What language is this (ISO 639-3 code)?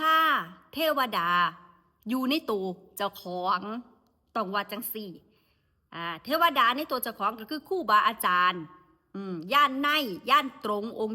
tts